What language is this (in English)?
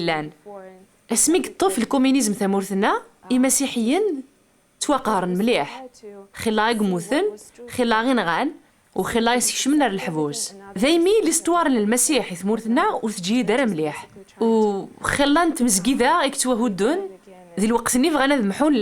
Kabyle